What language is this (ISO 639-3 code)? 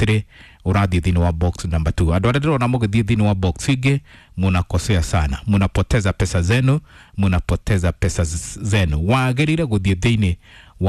kik